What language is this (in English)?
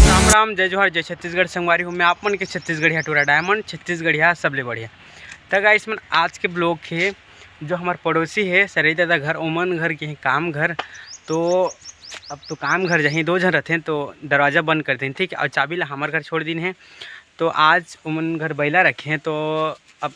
Chhattisgarhi